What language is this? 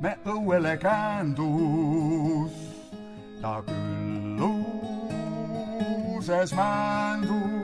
Estonian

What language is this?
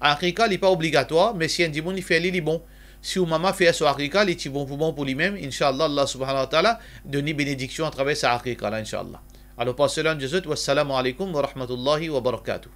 Morisyen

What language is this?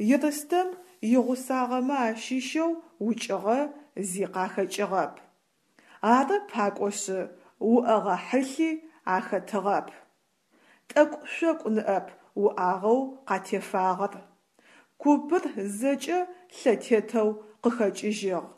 Adyghe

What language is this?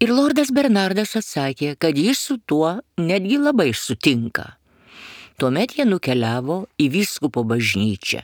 Lithuanian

